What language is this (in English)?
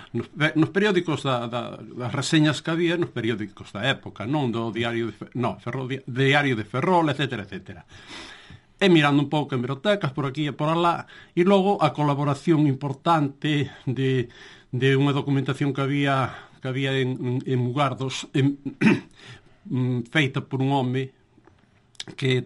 Galician